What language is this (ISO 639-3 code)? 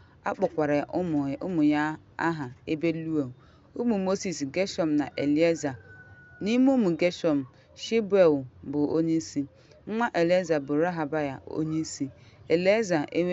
ibo